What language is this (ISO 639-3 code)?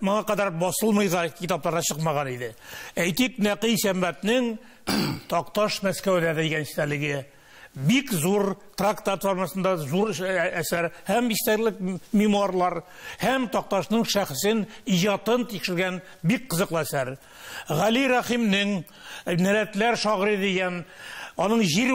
tat